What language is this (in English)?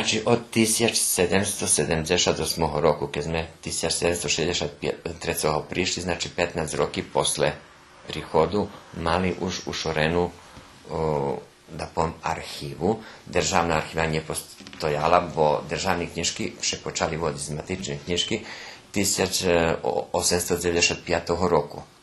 Rusyn